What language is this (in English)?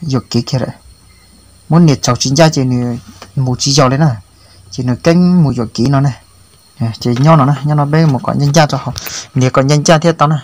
Hmong